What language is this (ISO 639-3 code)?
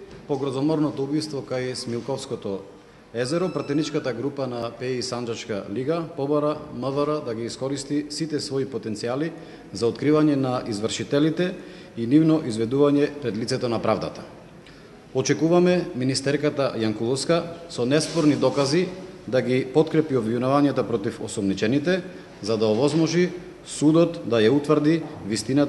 mkd